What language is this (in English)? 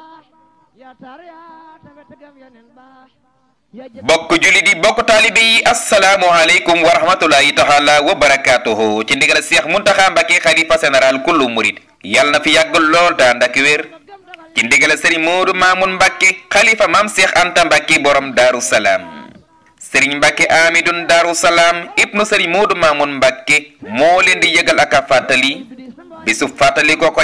Wolof